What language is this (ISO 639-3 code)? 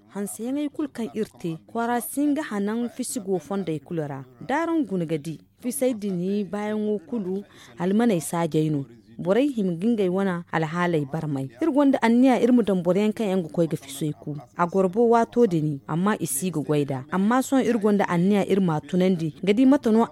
dje